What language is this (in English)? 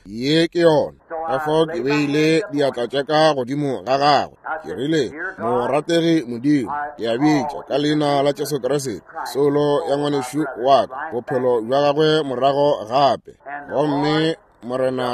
Northern Sotho